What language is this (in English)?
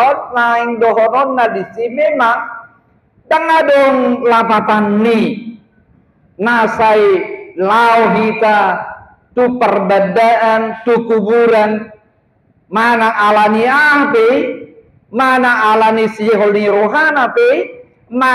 Batak Toba